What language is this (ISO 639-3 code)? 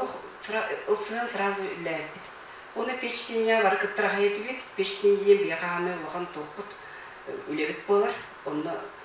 sah